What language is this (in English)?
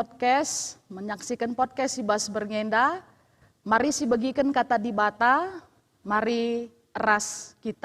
Batak Karo